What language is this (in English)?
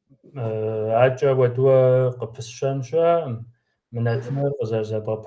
Kabardian